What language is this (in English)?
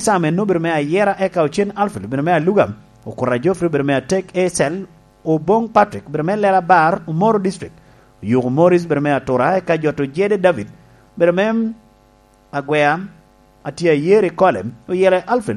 Lango (Uganda)